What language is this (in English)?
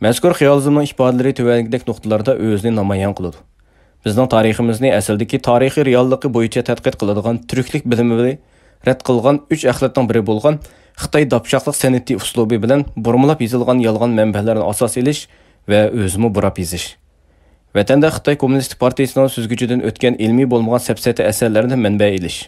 Uyghur